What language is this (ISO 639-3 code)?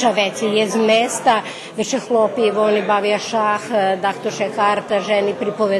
rue